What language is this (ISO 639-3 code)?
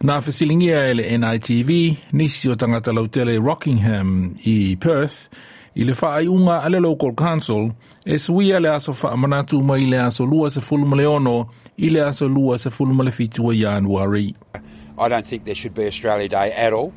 smo